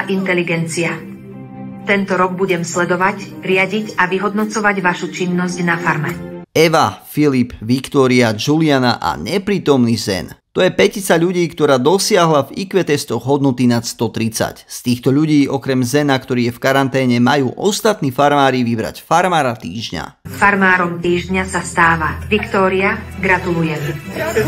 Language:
Slovak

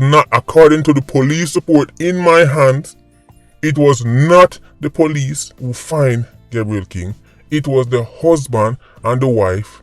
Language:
Jamaican Creole English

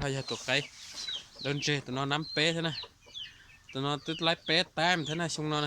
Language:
Hmong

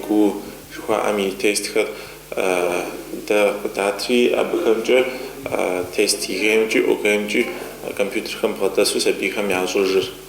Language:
Kabardian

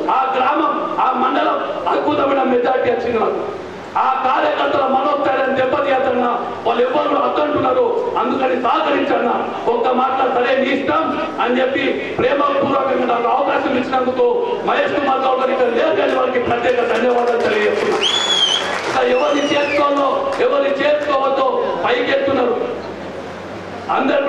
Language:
Telugu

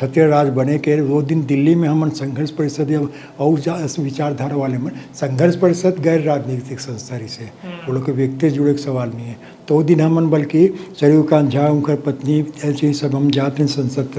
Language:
Chhattisgarhi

